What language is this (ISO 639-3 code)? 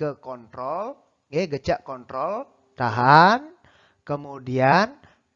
ban